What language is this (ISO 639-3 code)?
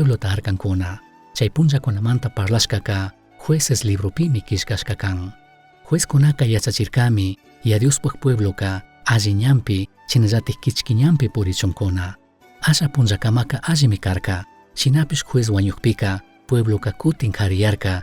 qug